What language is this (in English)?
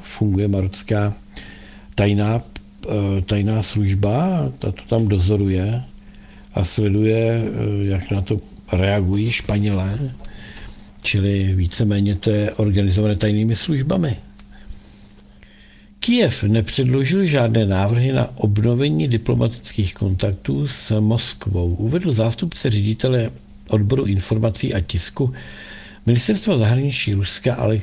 Czech